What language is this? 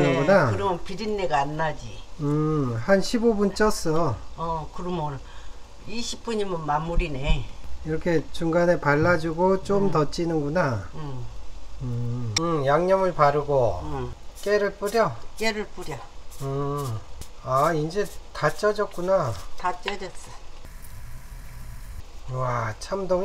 Korean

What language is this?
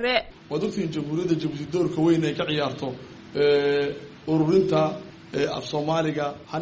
Somali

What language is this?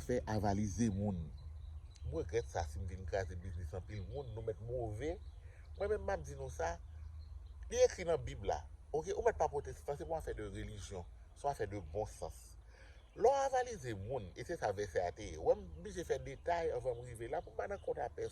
Haitian Creole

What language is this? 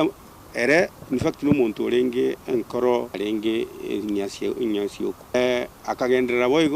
Gusii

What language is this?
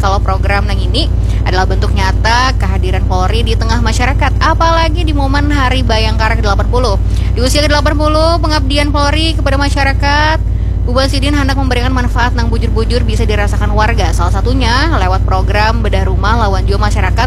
Banjar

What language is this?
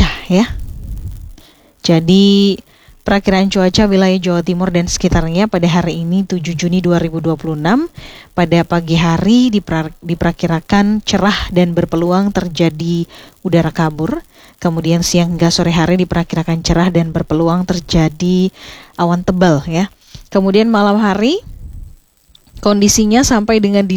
Indonesian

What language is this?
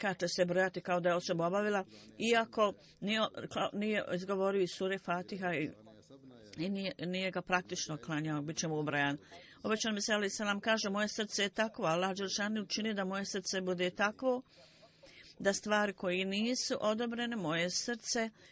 Bosnian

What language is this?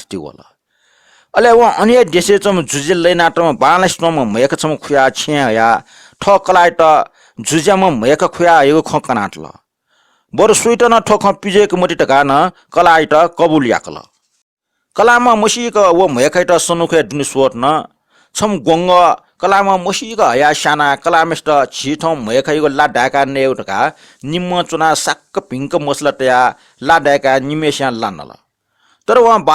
Newari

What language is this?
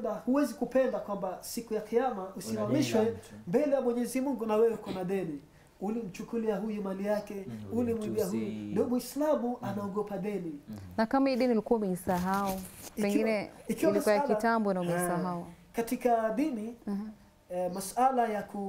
Swahili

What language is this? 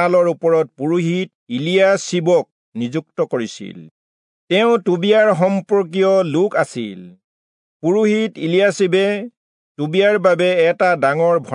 Assamese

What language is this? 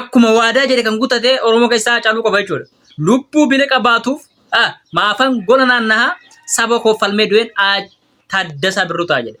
Oromo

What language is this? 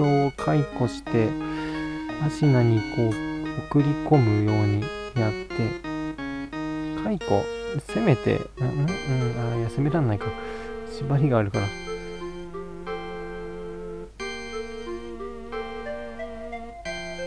Japanese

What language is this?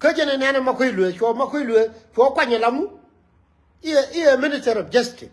Nuer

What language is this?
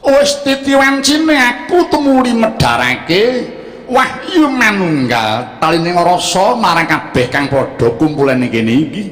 Javanese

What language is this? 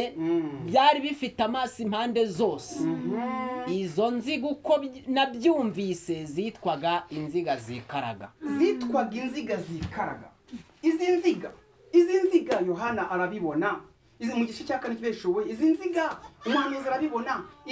Kinyarwanda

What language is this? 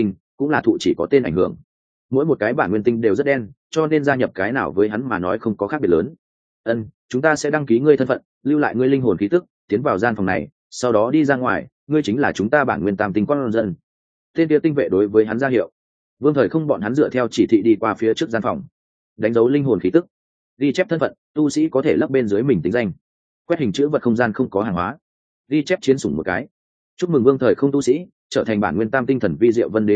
Vietnamese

